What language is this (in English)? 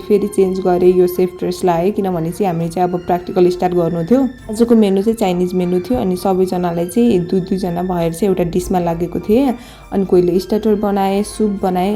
Nepali